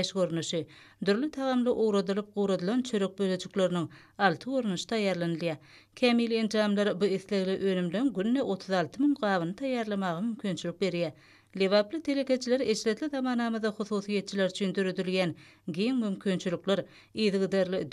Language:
Turkmen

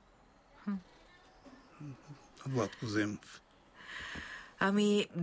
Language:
Bulgarian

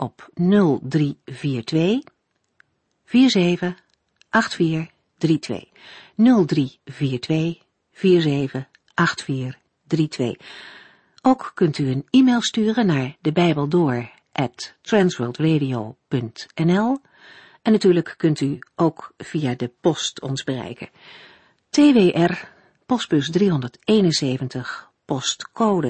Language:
Dutch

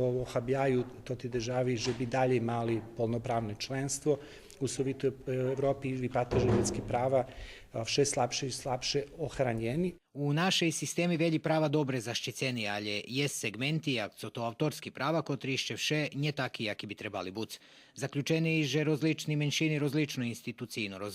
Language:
Rusyn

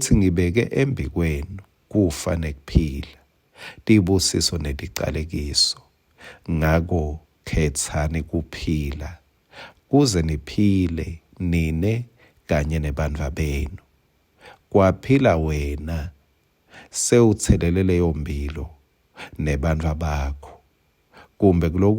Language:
Swati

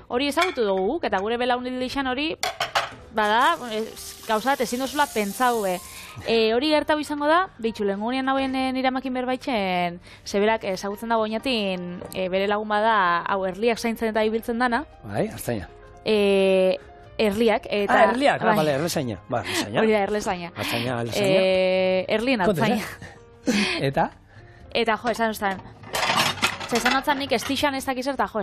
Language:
Basque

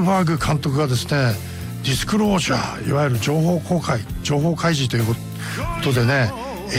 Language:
Japanese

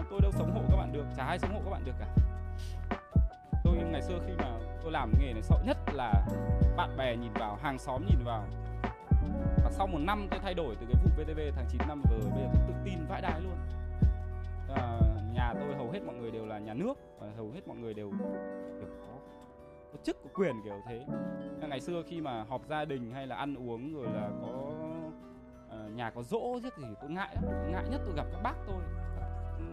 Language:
Vietnamese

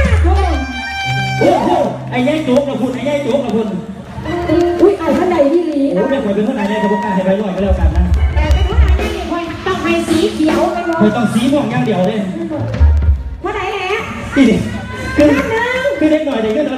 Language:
Thai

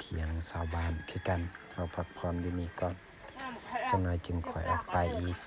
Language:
Lao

